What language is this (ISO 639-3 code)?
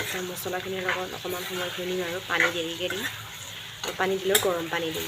asm